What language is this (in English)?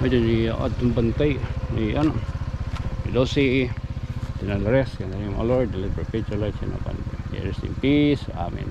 Waray